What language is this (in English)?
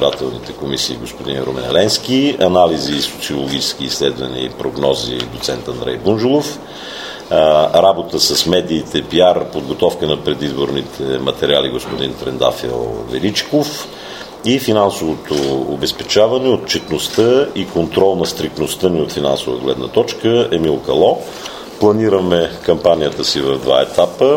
Bulgarian